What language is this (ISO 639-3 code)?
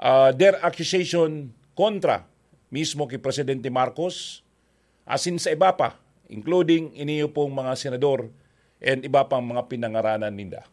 bik